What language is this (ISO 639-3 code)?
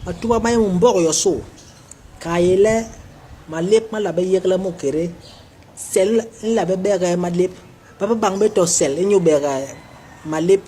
bas